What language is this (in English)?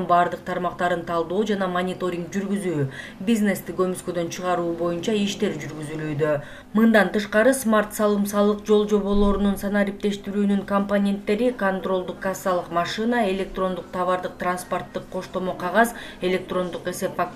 Kyrgyz